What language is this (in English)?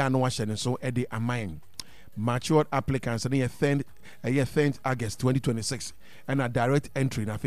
Akan